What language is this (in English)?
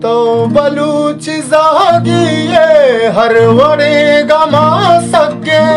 Baluchi